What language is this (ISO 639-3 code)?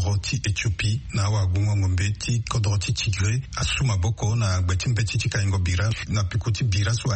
sag